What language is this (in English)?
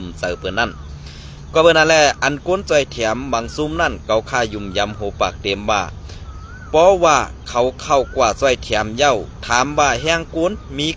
Shan